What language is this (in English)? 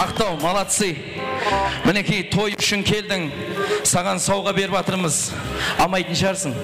Kara-Kalpak